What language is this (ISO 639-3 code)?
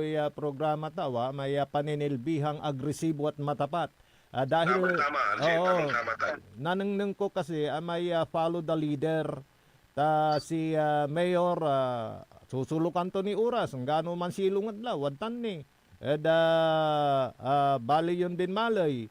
pag